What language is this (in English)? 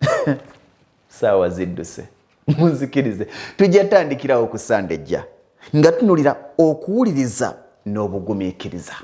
Ganda